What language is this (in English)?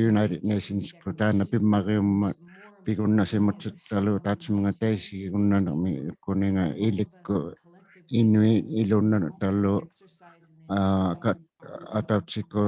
Inuktitut